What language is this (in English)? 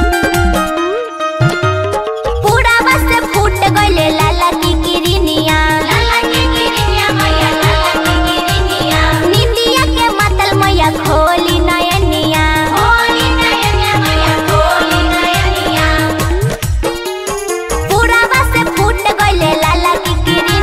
Bhojpuri